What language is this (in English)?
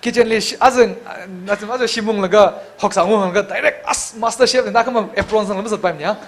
Tangkhul Naga (India)